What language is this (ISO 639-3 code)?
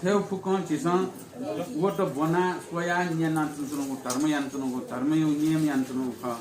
new